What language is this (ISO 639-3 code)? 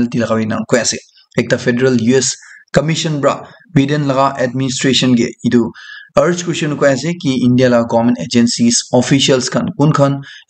nag